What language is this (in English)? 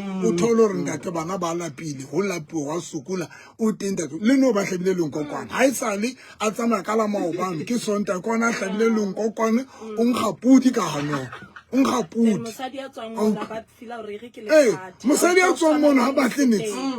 Southern Sotho